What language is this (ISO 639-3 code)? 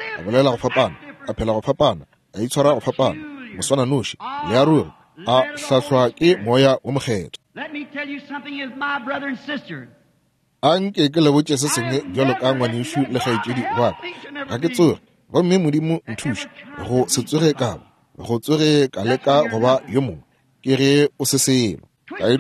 nso